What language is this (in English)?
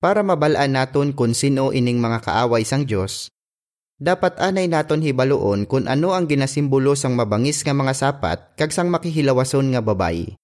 Hiligaynon